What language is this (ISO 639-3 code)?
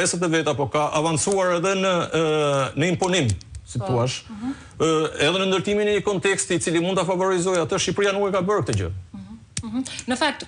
sqi